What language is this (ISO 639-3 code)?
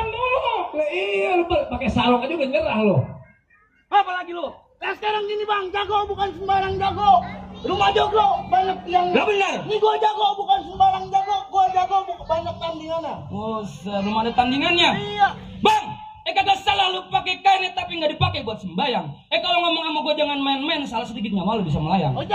bew